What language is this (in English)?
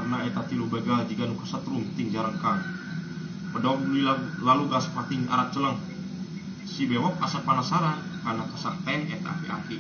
Sundanese